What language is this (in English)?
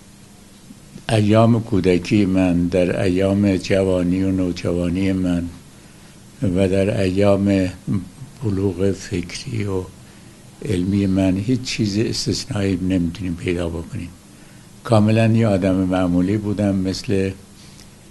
Persian